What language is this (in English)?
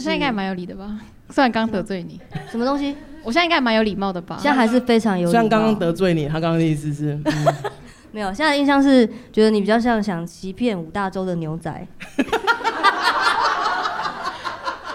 Chinese